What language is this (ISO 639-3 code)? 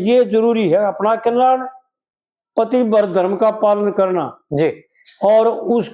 bgc